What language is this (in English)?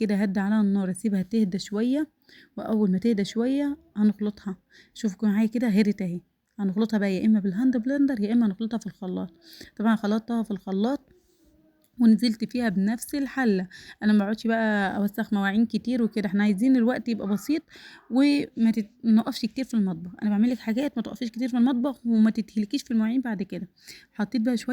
Egyptian Arabic